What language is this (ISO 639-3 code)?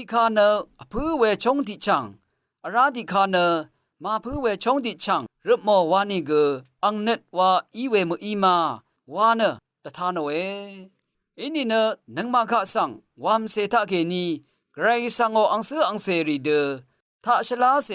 raw